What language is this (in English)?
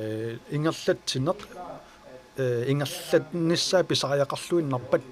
Kalaallisut